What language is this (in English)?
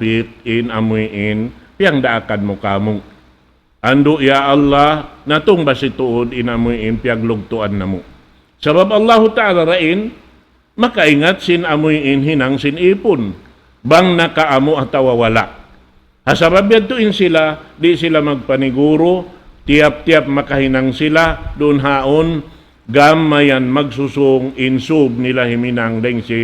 Tausug